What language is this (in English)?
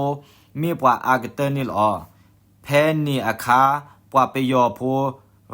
S'gaw Karen